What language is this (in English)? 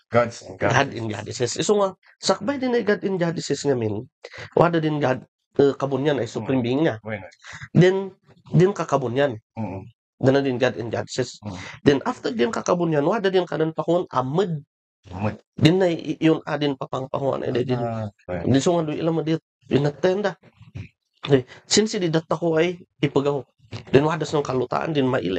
Kankanaey